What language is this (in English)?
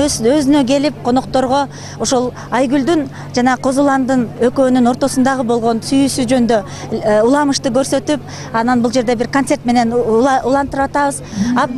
Kyrgyz